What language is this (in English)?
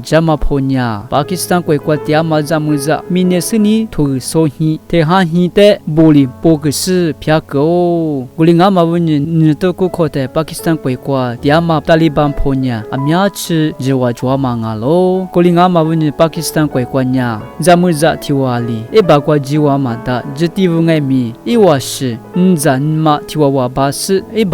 Lisu